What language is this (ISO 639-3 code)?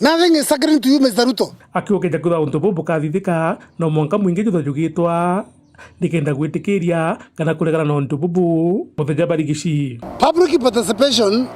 mer